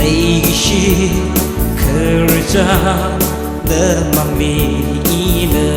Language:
Tangkhul Naga (India)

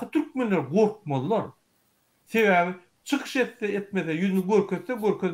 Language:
Turkmen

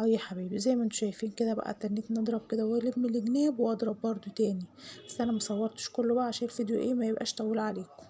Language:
Egyptian Arabic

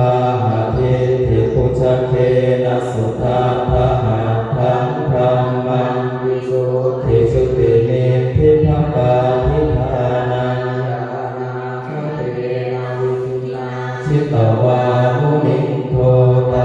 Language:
Pali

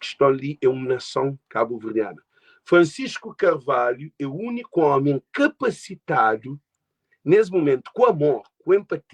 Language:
Kabuverdianu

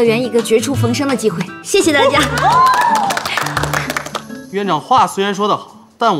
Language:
Chinese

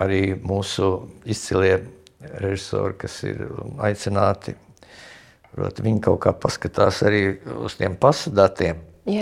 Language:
Latvian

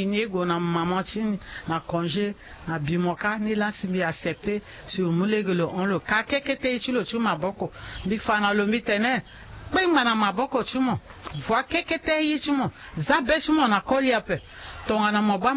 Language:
Sango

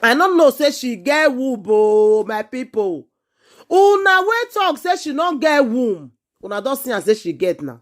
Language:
Nigerian Pidgin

